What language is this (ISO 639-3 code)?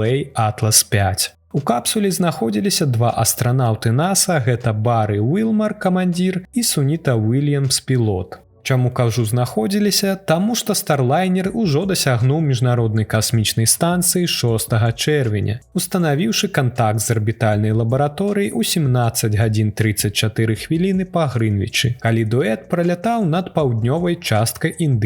bel